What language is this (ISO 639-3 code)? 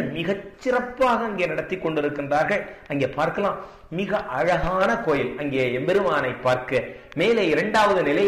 tam